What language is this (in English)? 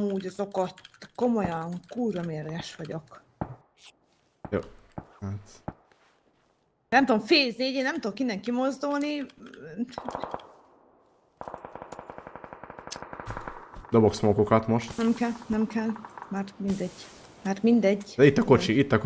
Hungarian